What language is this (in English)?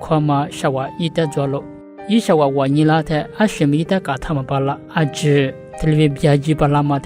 Lisu